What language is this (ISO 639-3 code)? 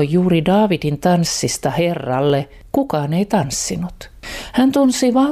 fin